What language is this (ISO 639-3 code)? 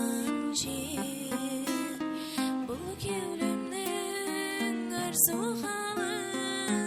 kaa